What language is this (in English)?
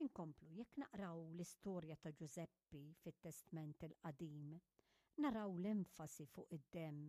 Maltese